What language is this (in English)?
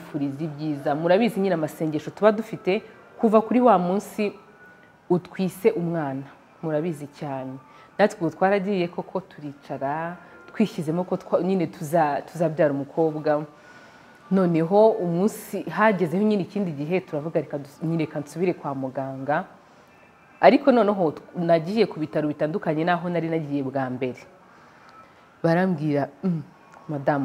Kinyarwanda